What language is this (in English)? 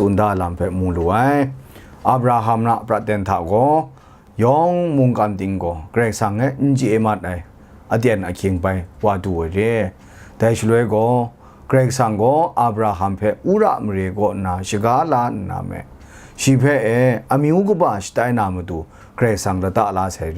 Kachin